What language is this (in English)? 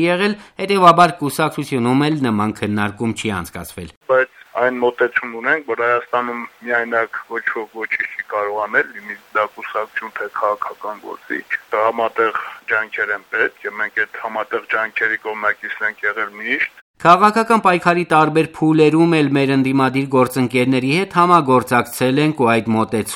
Armenian